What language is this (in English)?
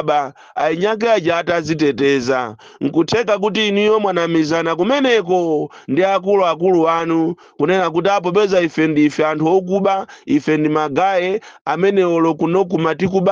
Nyanja